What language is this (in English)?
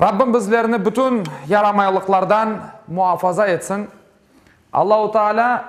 Crimean Tatar